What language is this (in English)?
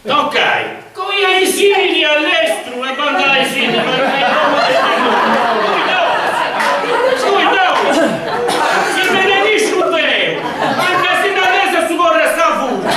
Sardinian